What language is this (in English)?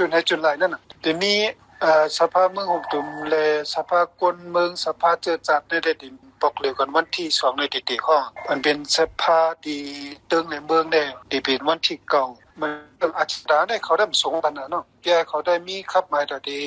Shan